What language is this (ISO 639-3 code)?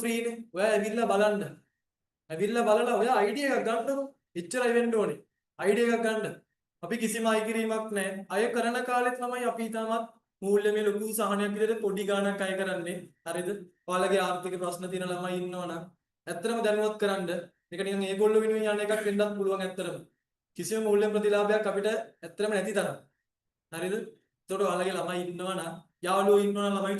sin